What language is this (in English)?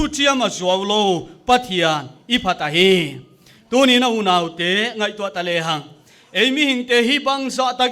Paite Chin